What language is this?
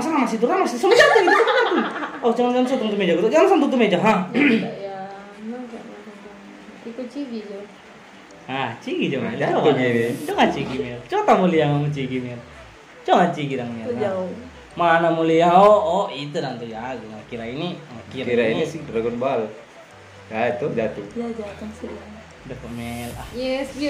Manado Malay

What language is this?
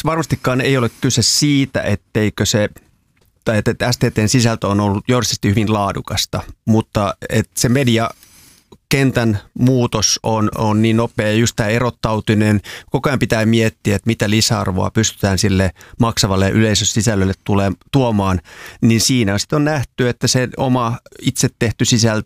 Finnish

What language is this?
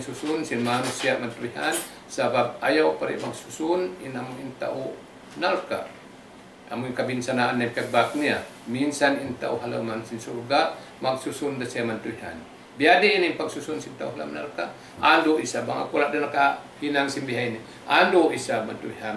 Tausug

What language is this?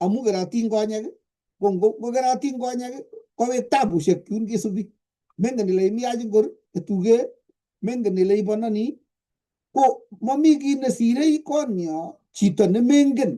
Kalenjin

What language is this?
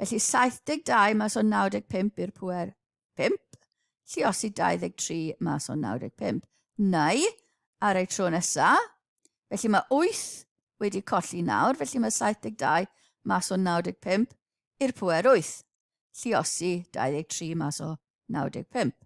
Welsh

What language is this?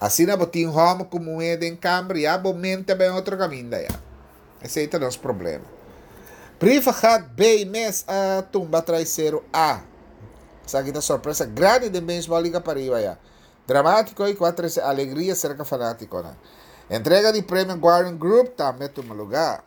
Papiamento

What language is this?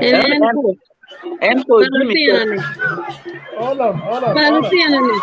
Acoli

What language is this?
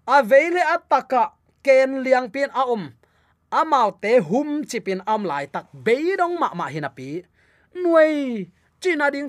Tedim Chin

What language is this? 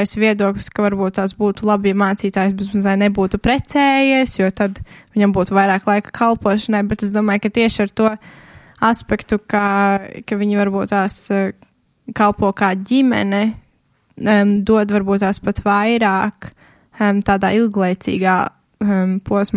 Latvian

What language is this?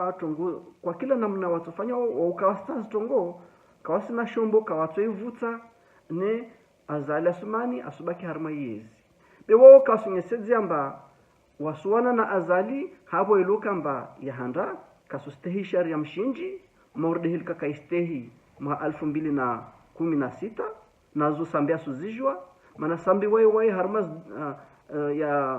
Ngazidja Comorian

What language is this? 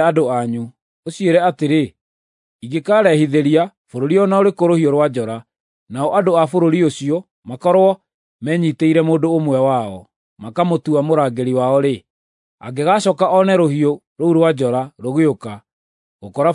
Kikuyu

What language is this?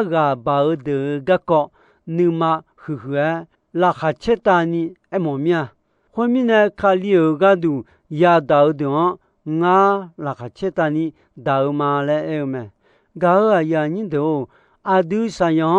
Akha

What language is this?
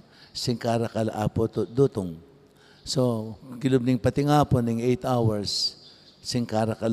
Pampanga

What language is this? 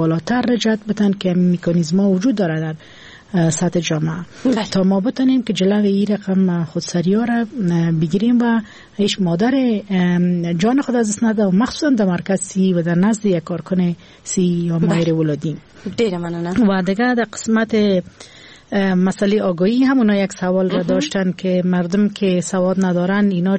Persian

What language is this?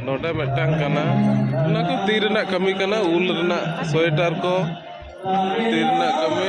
Santali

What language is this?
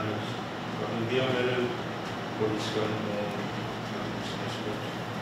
Pohnpeian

